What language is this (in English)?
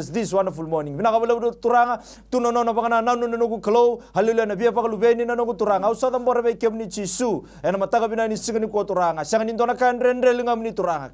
Fijian